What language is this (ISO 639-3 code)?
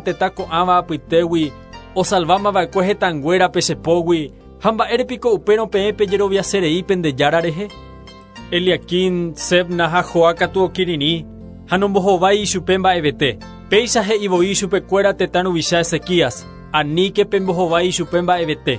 grn